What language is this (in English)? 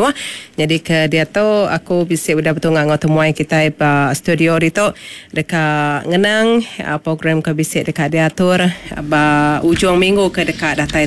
Iban